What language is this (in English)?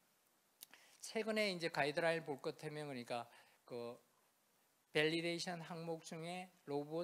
Korean